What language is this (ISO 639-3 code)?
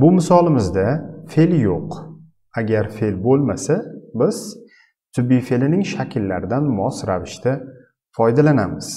uzb